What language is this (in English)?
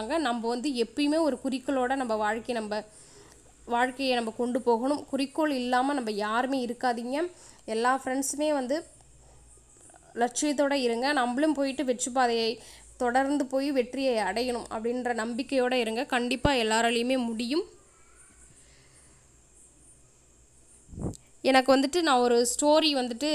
Tamil